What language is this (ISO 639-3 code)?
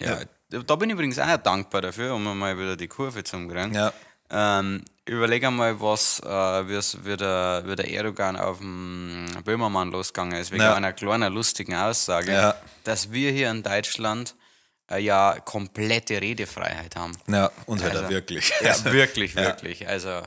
bar